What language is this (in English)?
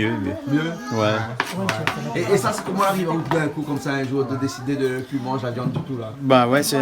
Réunion Creole French